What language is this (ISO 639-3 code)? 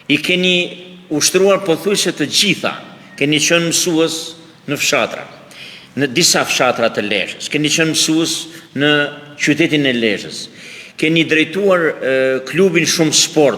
sqi